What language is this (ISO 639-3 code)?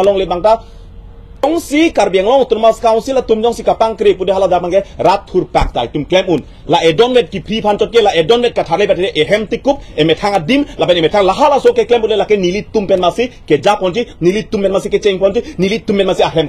mjw